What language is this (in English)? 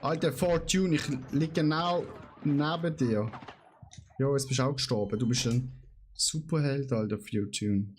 Swiss German